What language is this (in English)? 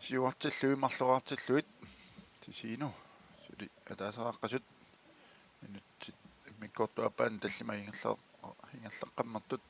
Kalaallisut